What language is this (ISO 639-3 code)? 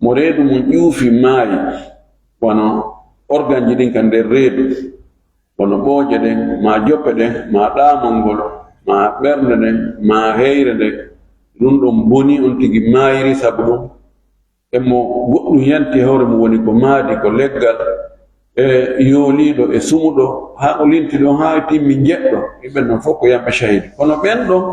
ful